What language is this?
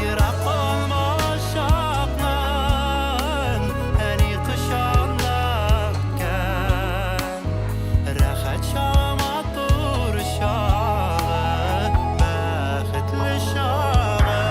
Bashkir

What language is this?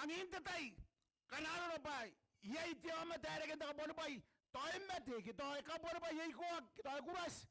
Gilbertese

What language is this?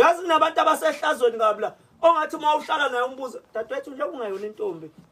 Zulu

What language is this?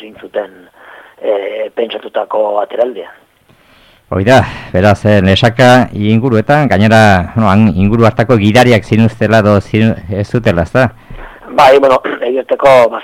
Basque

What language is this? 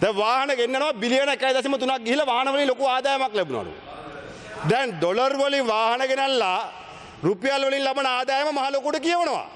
Sinhala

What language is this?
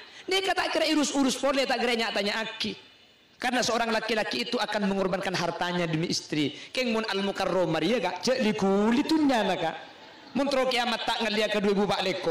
Madurese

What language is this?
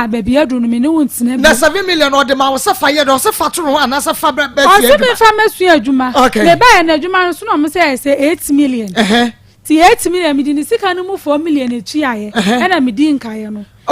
Akan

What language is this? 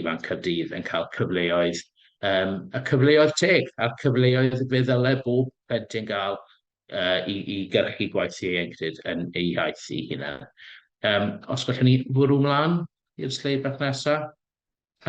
Welsh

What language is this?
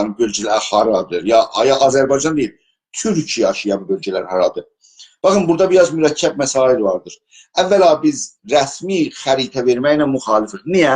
South Azerbaijani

